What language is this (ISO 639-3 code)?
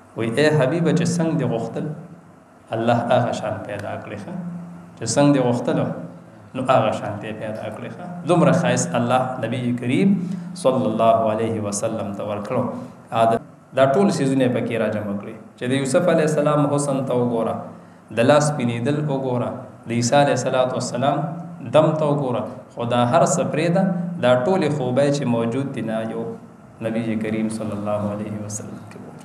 pus